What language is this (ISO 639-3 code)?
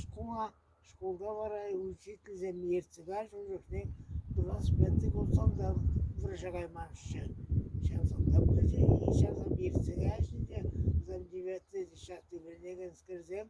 chv